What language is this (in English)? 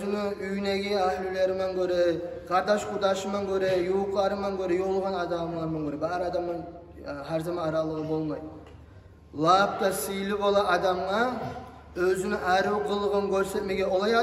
Kumyk